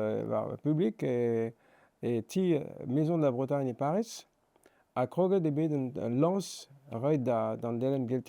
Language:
Breton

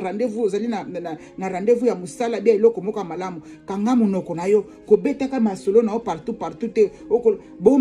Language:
Lingala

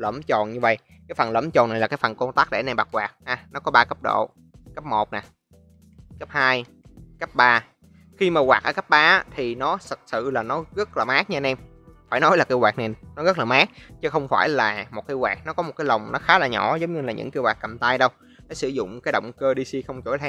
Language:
Vietnamese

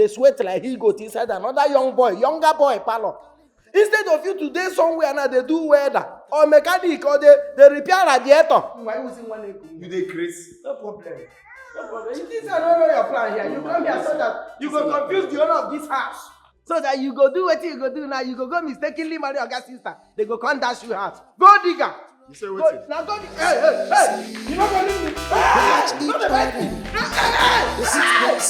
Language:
Nigerian Pidgin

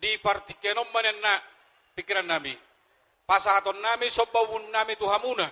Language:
Batak Toba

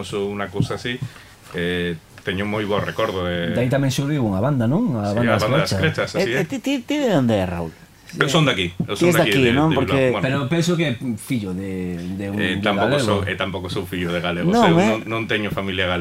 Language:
Galician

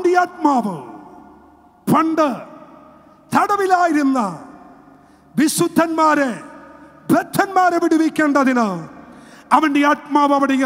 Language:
Malayalam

